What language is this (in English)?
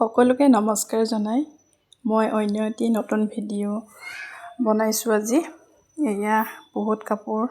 Assamese